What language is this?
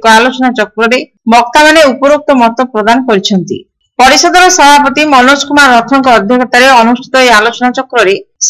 Odia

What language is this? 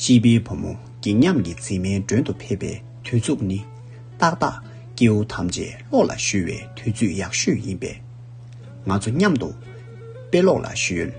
Tibetan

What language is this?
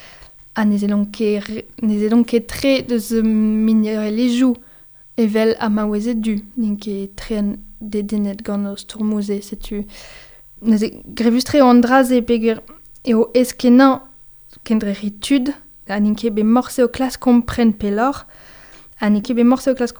Breton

